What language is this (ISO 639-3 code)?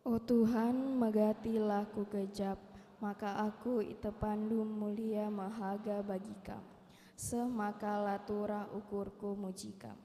btx